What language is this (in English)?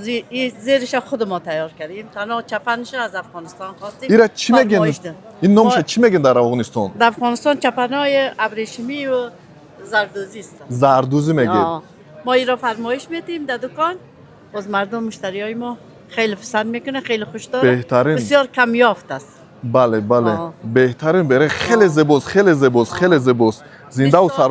Tajik